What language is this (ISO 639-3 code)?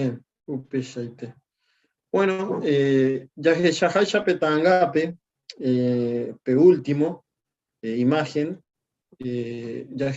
grn